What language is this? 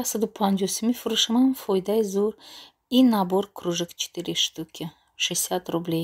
Tajik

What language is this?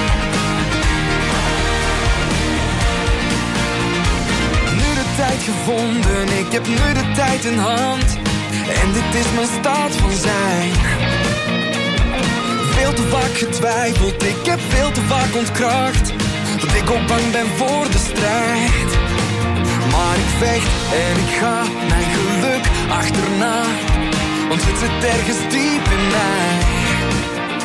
Dutch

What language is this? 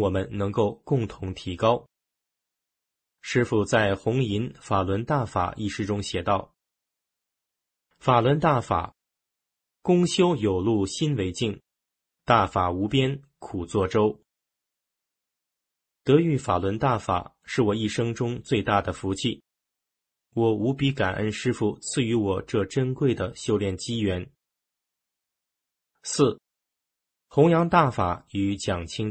Chinese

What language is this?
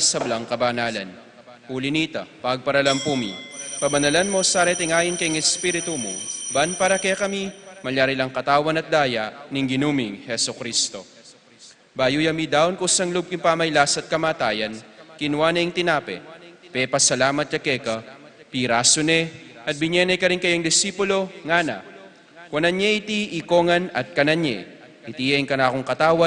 Pampanga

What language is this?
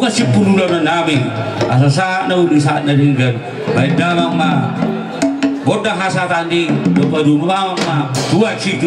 Batak Toba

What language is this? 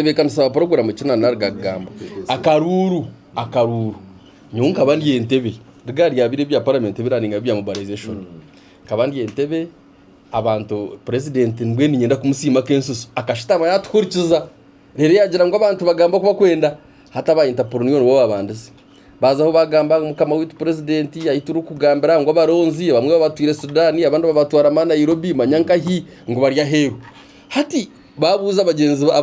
Nyankole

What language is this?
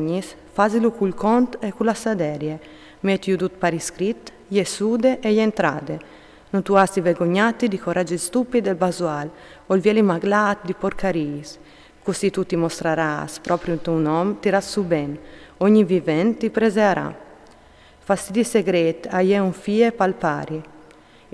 Friulian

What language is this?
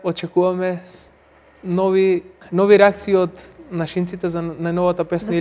Macedonian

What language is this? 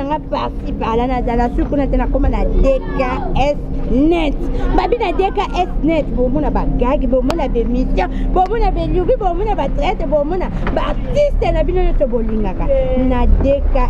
Lingala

